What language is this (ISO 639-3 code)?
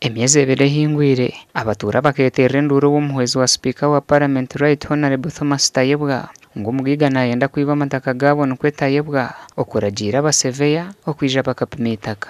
nyn